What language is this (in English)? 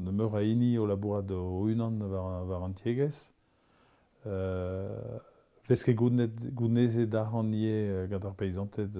Breton